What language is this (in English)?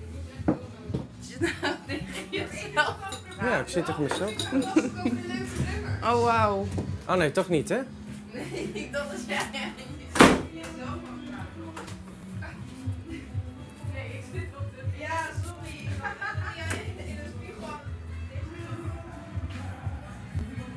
Dutch